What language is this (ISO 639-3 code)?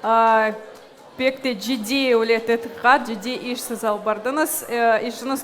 crh